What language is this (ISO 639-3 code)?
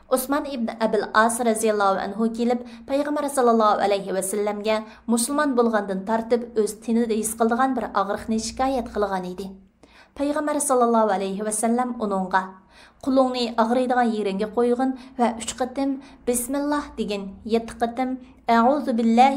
uig